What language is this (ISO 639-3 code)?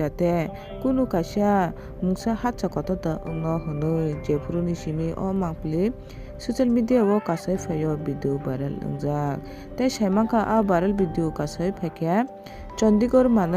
trp